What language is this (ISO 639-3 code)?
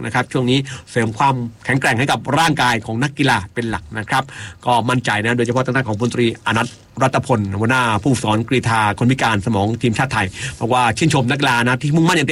tha